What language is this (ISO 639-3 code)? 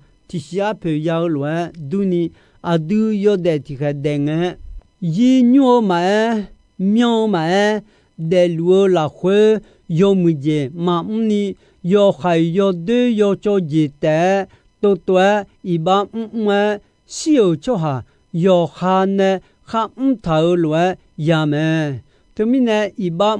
ahk